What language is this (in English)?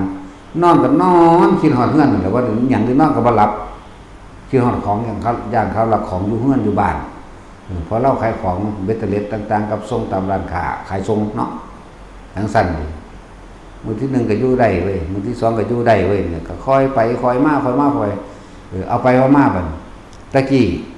Northeastern Thai